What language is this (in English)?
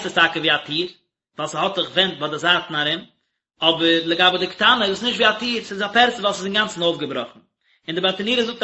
Yiddish